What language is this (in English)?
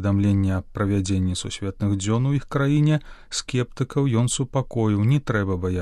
Belarusian